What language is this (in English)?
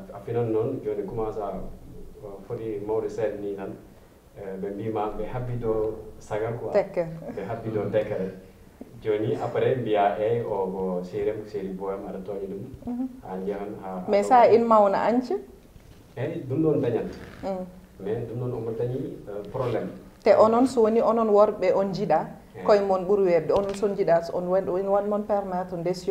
Fula